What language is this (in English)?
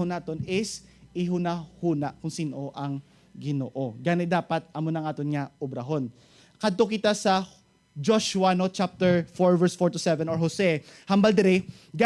Hiligaynon